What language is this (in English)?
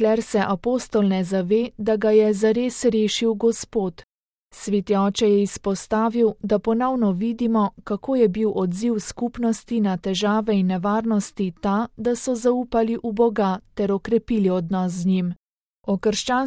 Slovenian